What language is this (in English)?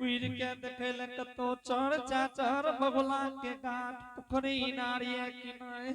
Angika